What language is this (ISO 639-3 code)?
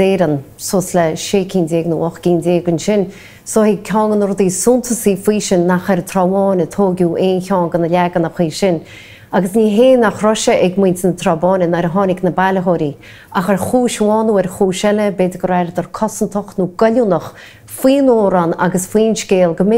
gle